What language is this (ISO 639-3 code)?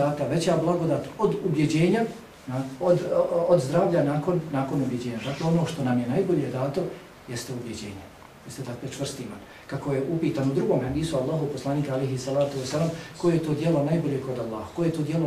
bos